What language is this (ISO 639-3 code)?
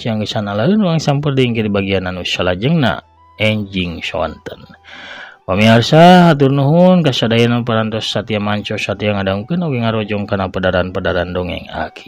sun